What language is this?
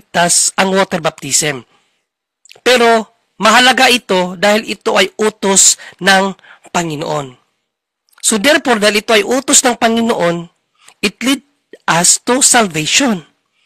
Filipino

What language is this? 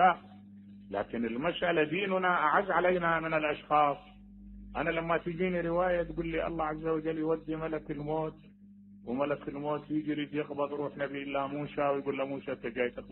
Mesopotamian Arabic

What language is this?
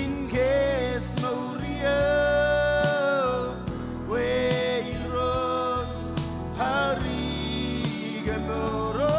Marshallese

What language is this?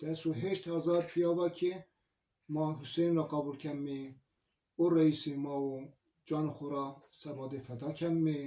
Zaza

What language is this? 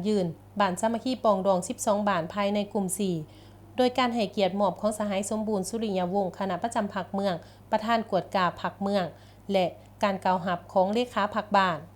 Lao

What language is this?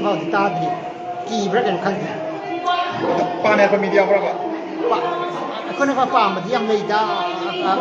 Manipuri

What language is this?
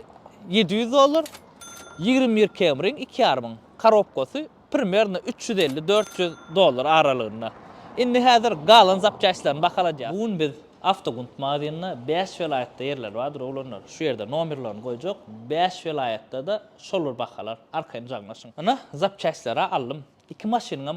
Turkmen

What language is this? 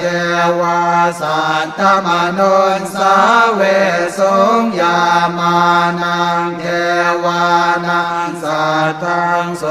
Pali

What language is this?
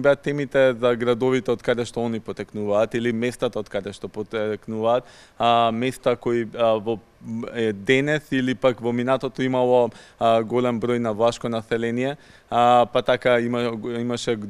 Macedonian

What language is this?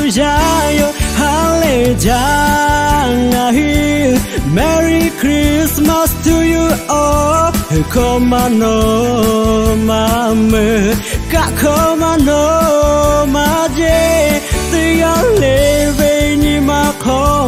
Lahu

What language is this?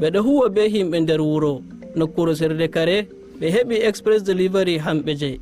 Nigerian Fulfulde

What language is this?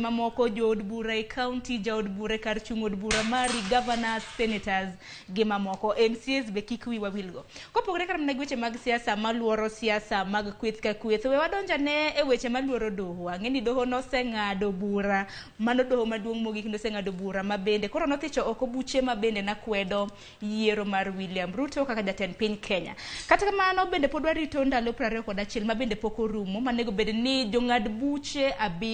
Luo (Kenya and Tanzania)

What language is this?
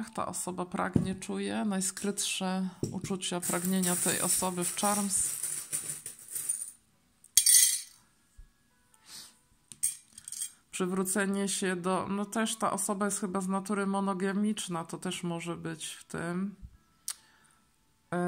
Polish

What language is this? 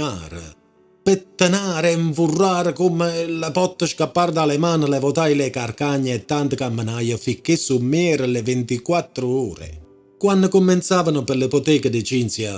Neapolitan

